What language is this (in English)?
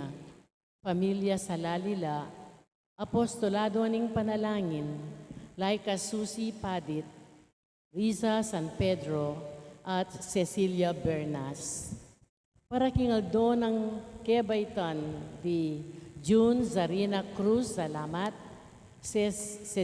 Pampanga